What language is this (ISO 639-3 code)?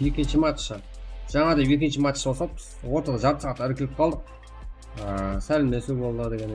kaa